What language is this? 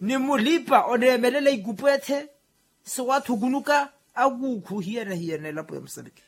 Makhuwa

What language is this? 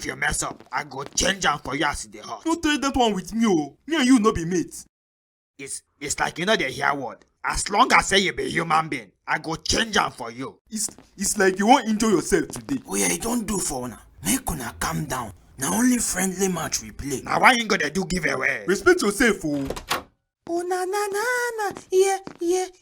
Nigerian Pidgin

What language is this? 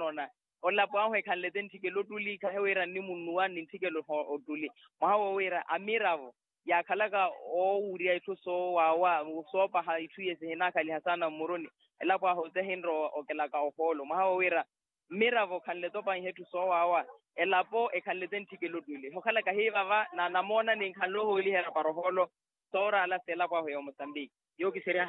Makhuwa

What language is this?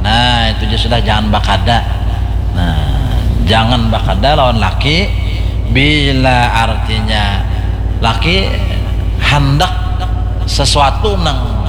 Banjar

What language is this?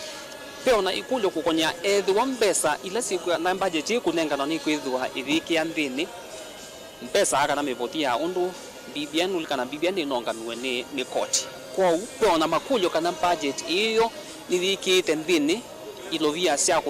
Kamba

